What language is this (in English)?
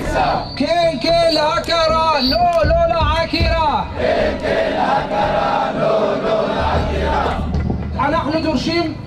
Hebrew